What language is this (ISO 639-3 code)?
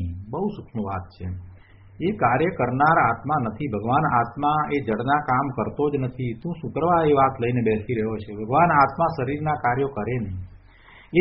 guj